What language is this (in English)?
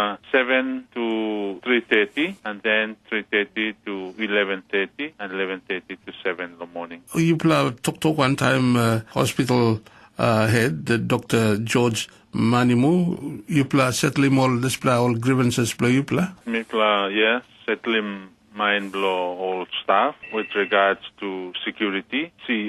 Tok Pisin